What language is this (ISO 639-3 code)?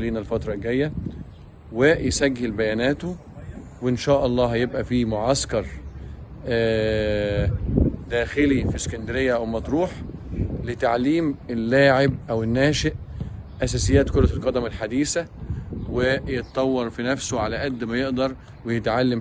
arz